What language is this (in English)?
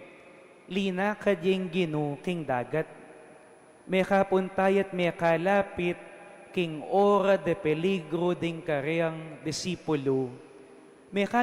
Pampanga